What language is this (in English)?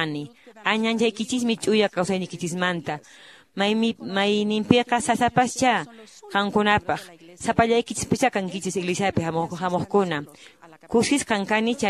Quechua